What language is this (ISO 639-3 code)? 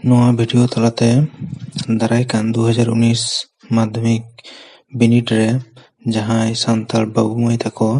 sat